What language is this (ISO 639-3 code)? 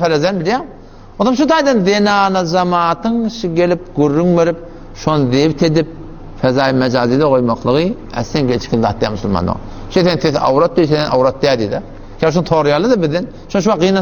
tuk